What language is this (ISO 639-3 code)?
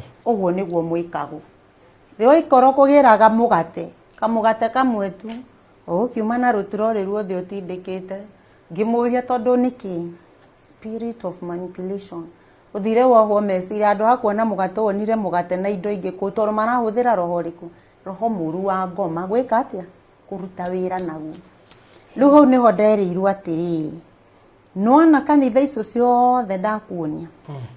kik